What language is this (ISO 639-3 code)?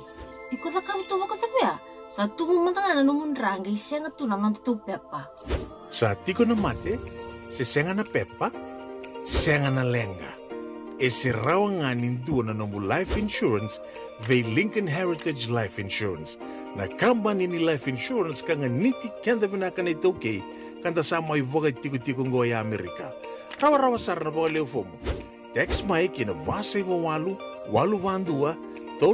fij